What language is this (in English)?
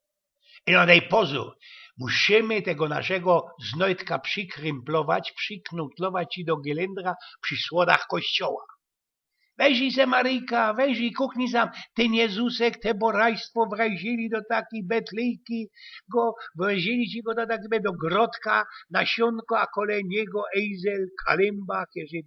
Silesian